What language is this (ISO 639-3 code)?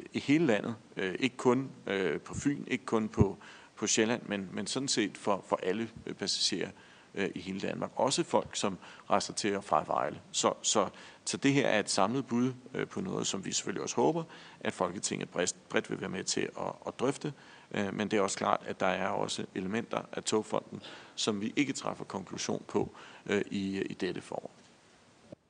dan